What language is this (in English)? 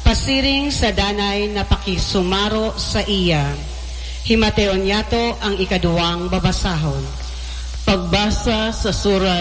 Bikol